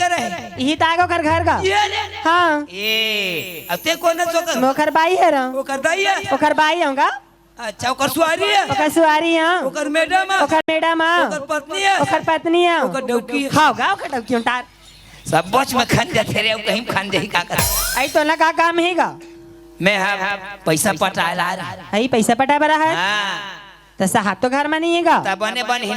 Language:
Chhattisgarhi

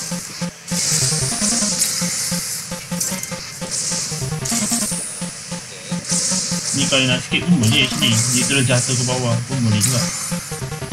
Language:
Malay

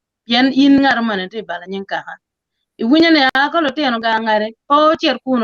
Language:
Acoli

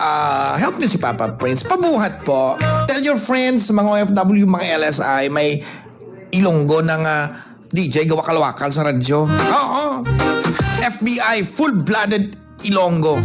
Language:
Hiligaynon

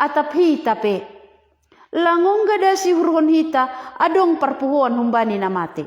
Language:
Batak Simalungun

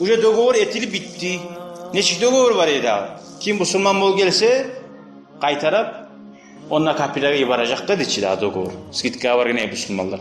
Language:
Kumyk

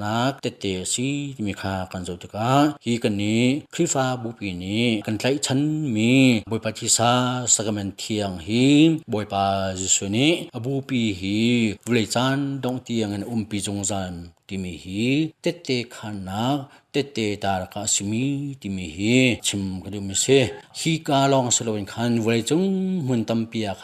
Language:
Hakha Chin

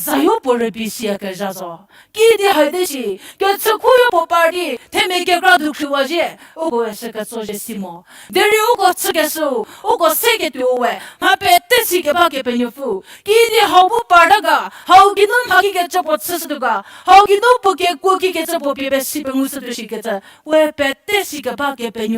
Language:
Angami Naga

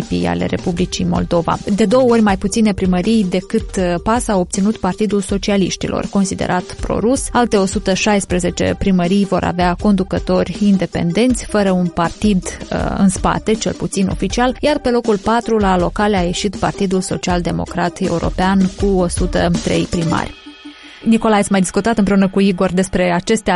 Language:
Romanian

